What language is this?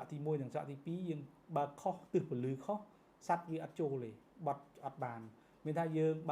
Khmer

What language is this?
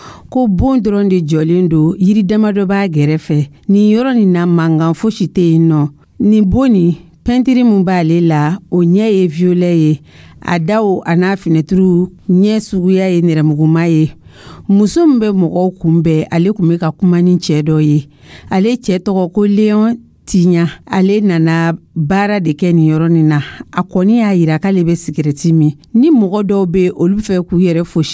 Dyula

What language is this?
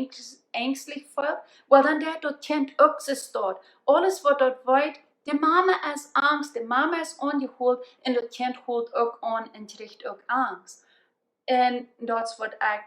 Plautdietsch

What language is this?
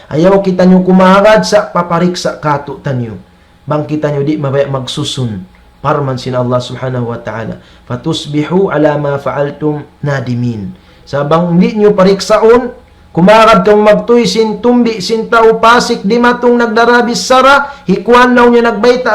Tausug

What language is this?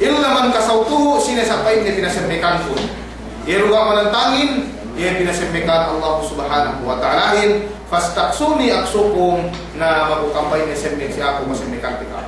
Yakan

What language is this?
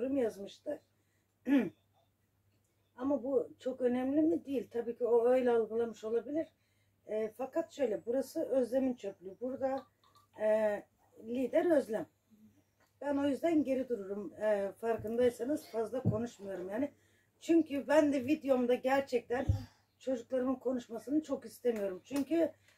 Turkish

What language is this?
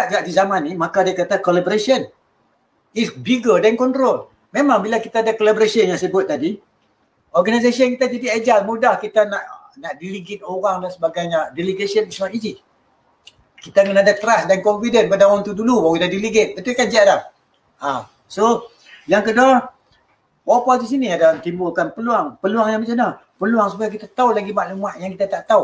Malay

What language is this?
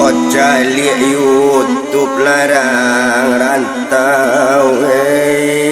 Minangkabau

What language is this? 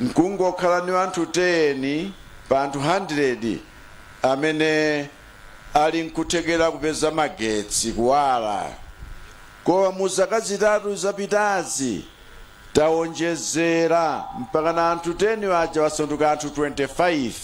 Nyanja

